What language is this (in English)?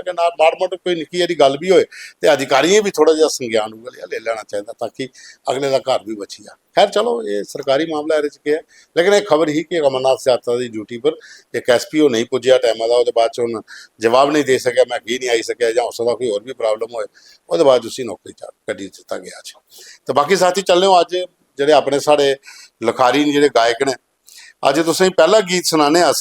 Dogri